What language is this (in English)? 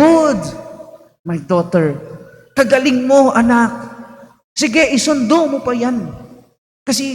Pampanga